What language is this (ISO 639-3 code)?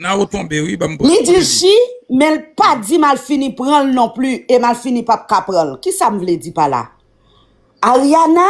hat